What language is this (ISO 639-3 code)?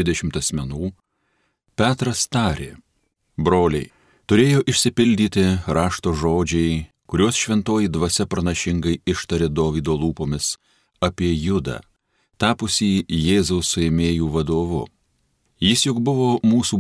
lit